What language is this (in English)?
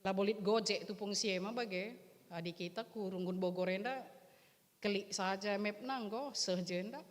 Batak Karo